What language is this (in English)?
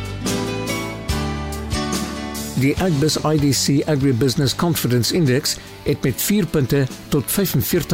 Afrikaans